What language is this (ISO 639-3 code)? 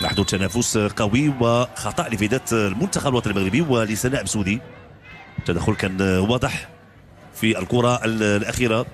ary